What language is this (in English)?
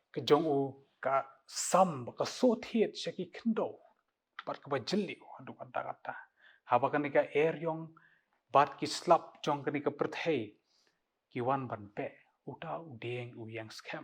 Khasi